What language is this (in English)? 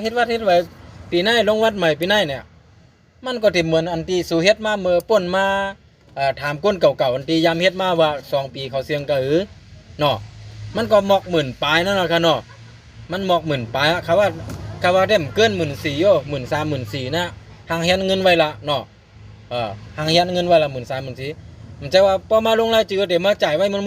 Shan